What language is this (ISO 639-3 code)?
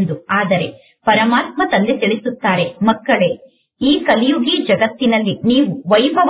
kan